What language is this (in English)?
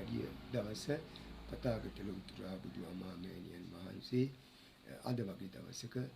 Sinhala